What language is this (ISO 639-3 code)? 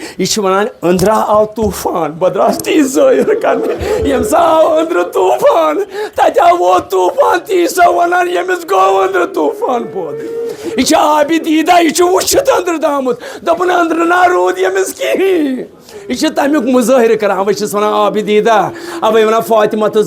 kas